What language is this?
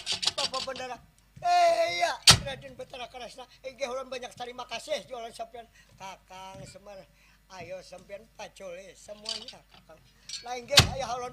Banjar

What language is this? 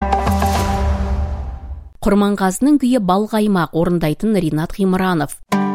Kazakh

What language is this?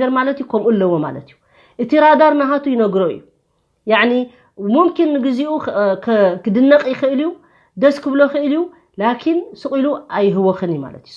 Tigrinya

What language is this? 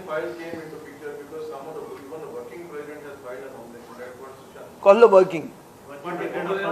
Konkani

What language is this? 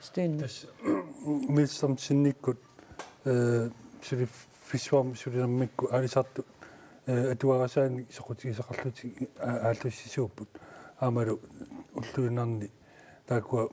Kalaallisut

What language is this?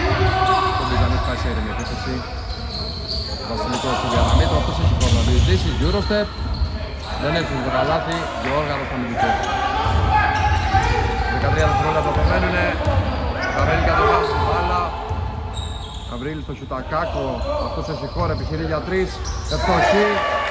Greek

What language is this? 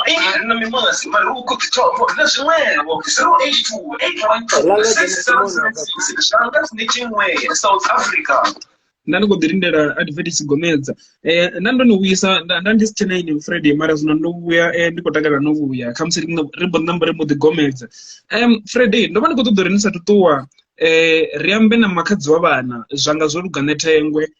Venda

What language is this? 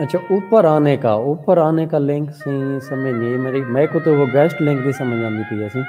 Saraiki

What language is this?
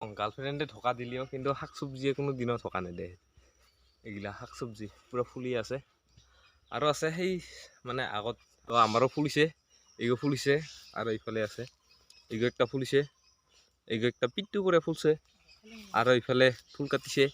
Assamese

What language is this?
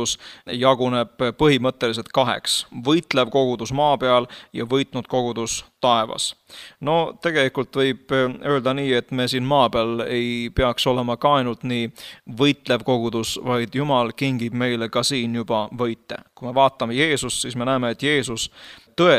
Estonian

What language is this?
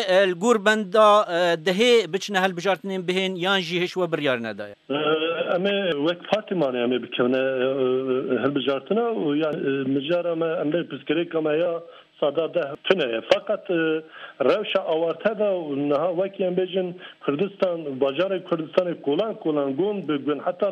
Kurdish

